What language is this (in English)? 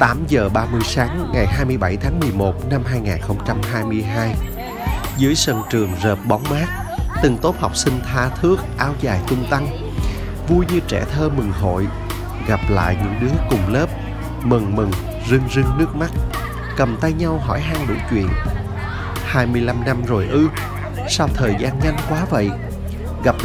Vietnamese